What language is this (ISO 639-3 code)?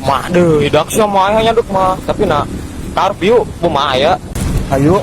sun